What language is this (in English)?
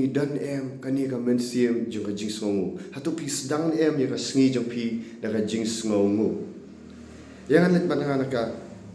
Khasi